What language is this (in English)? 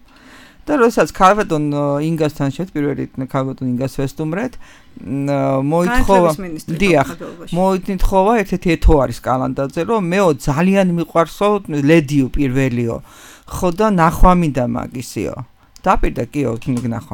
Georgian